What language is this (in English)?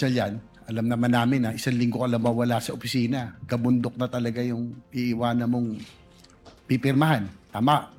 Filipino